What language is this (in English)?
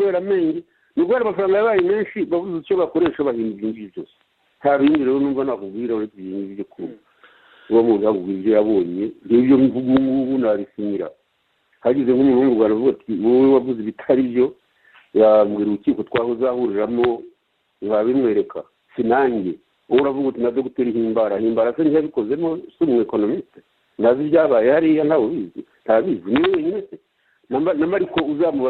Kinyarwanda